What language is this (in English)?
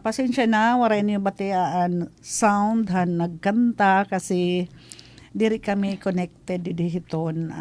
Waray